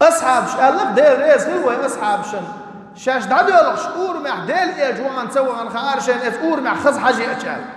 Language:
Chechen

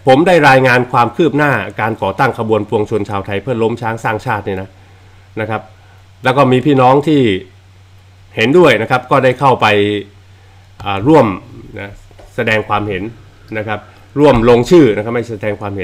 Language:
Thai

